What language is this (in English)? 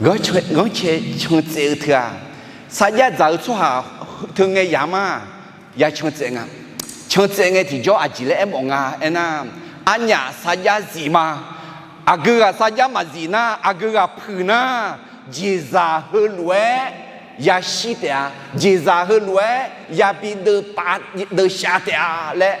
Akha